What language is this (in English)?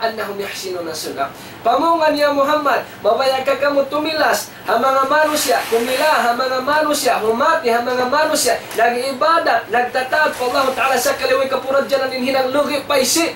Tausug